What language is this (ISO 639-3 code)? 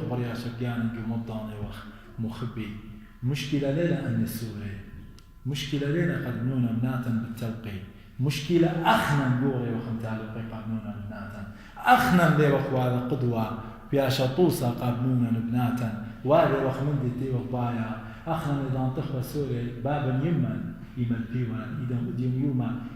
aii